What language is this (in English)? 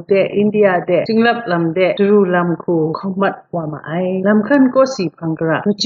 Kachin